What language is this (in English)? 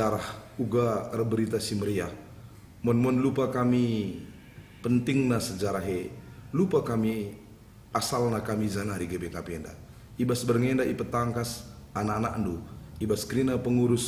Batak Karo